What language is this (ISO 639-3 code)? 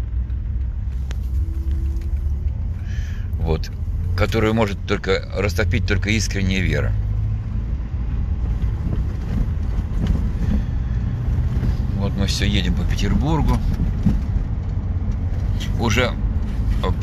rus